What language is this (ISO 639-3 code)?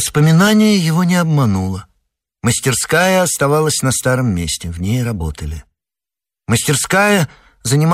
rus